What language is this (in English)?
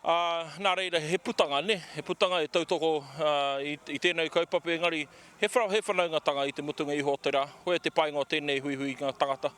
Māori